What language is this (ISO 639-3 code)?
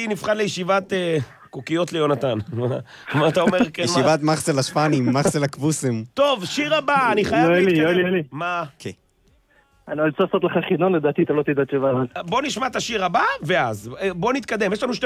heb